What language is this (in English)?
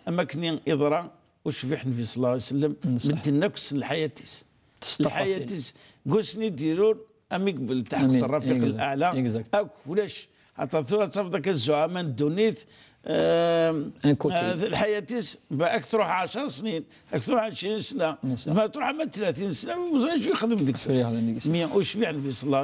Kabyle